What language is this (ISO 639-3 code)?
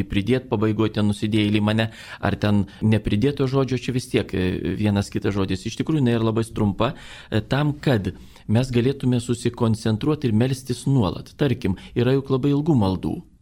lit